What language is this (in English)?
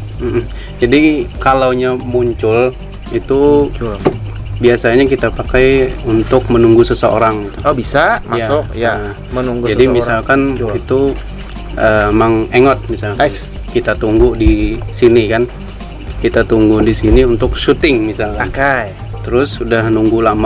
Banjar